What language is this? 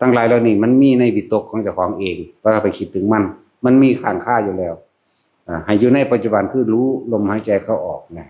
Northeastern Thai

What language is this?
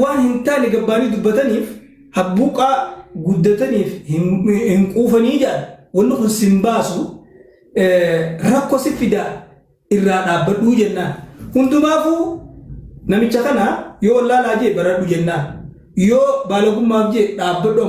Oromo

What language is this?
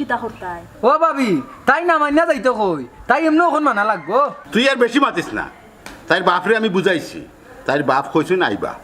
Sylheti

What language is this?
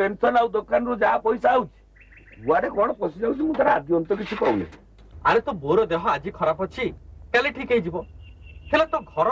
Odia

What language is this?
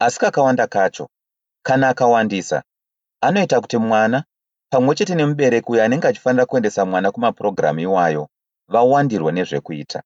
Shona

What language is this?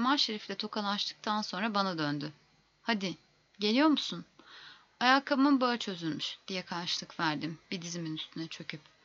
Turkish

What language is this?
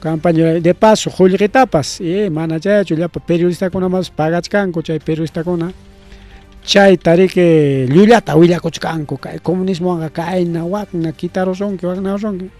Ayacucho Quechua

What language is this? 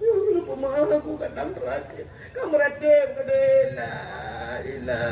Achinese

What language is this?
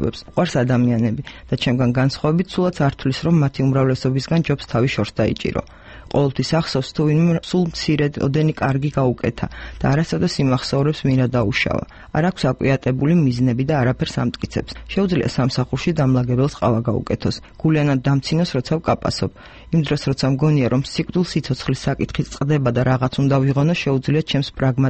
Georgian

